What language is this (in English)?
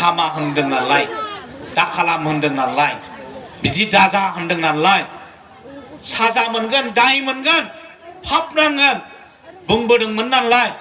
Bodo